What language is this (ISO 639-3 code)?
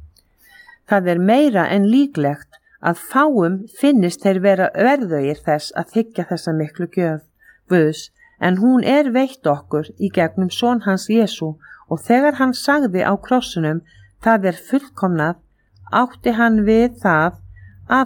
isl